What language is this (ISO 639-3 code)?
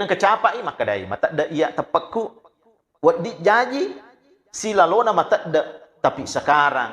bug